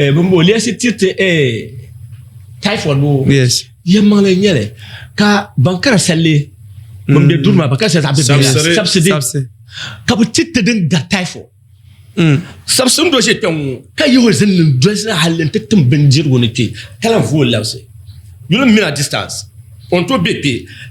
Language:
Dagbani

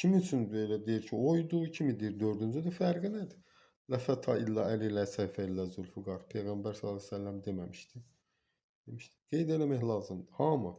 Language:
Azerbaijani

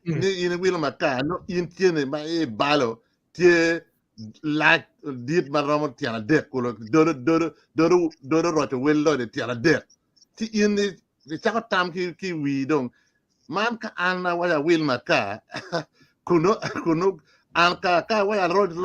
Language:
Acoli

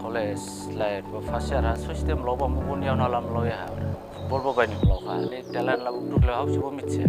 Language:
Dimasa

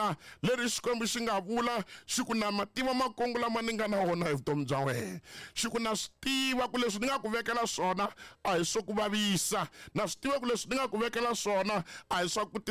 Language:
Tsonga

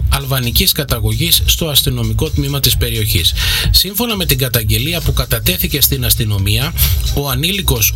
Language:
Greek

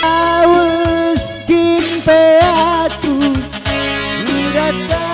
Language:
Batak Karo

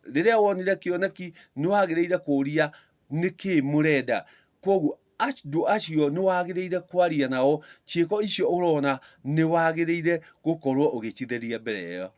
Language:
Kikuyu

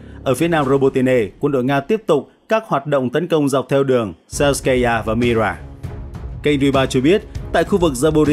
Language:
Vietnamese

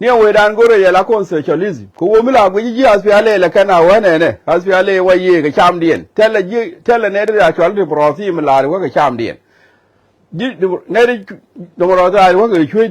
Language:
Nuer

